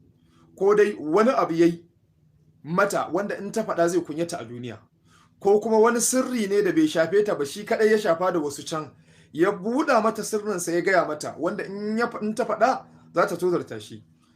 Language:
Hausa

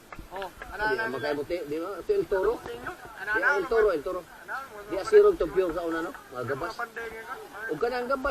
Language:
Cebuano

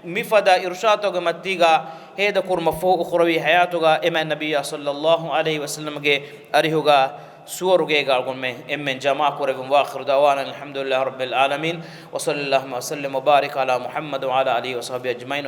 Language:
Divehi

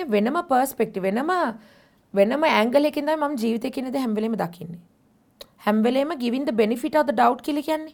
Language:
Sinhala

